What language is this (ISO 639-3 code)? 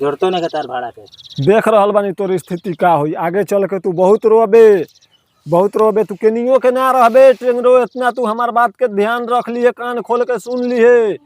bho